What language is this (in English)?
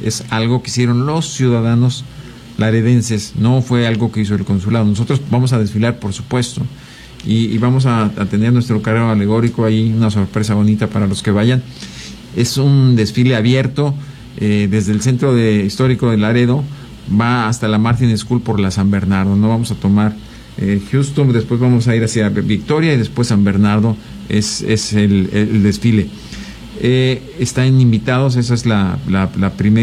Spanish